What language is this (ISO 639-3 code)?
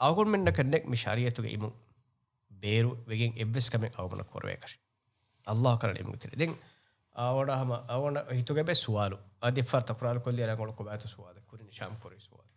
div